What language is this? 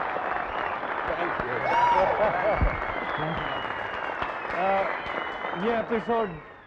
Hindi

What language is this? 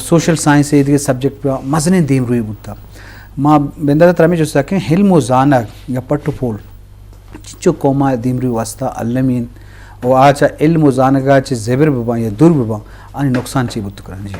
Eastern Balochi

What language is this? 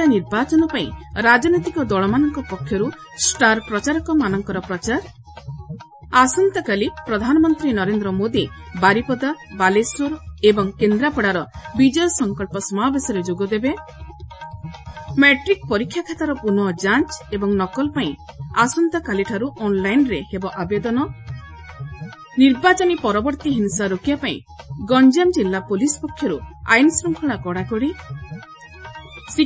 Odia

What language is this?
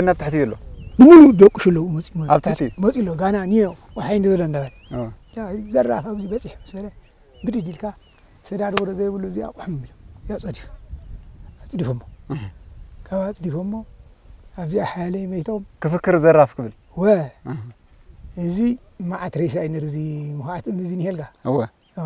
Tigrinya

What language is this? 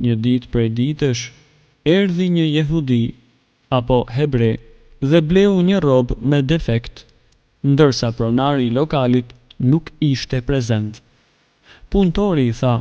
Albanian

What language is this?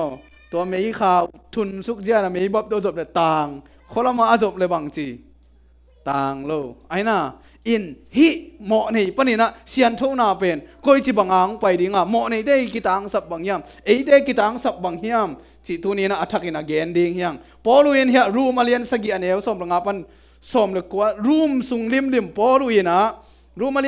Tedim Chin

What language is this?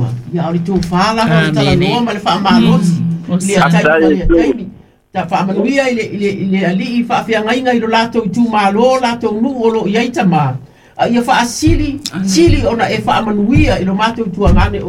Samoan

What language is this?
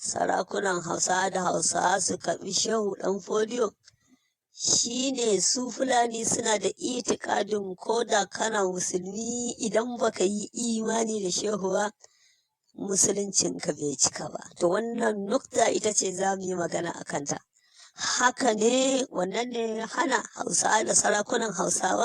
Hausa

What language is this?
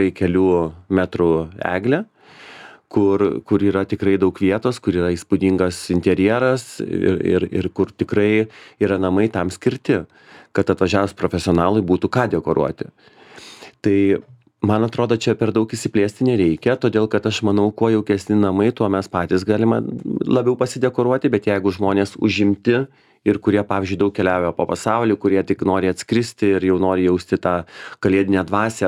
Lithuanian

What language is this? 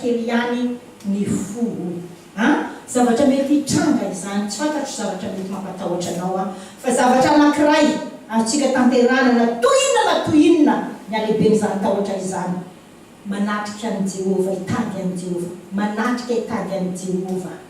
Malagasy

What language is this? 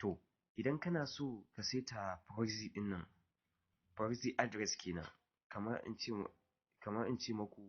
Hausa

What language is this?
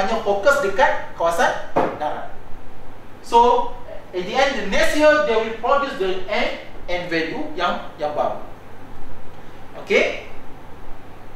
Malay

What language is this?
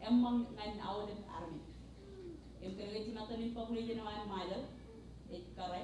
Marshallese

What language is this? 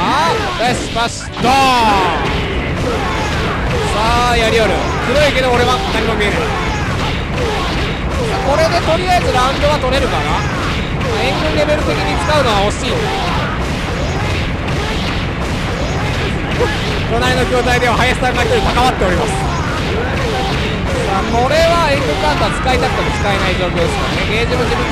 Japanese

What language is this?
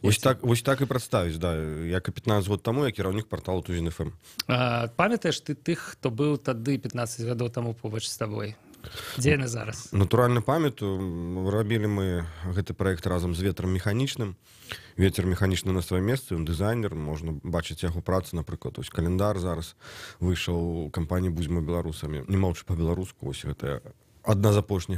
Belarusian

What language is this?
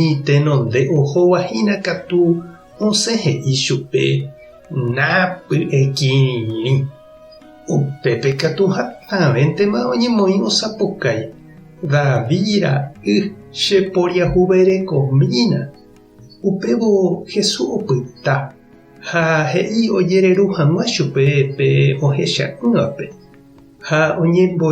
Guarani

